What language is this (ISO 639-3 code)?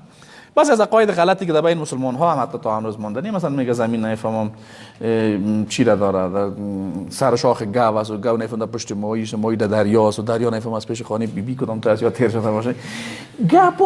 fas